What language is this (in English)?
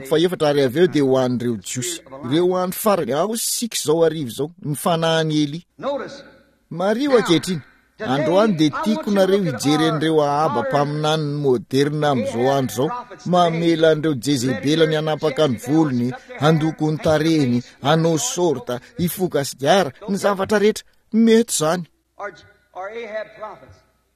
Malagasy